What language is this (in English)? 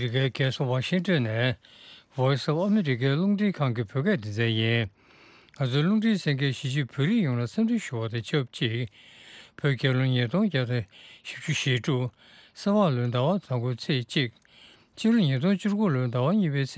Tibetan